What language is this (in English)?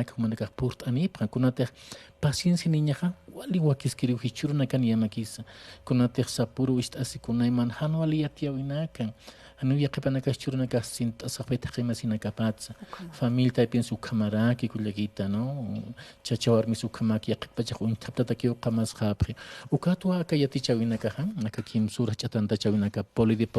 Aymara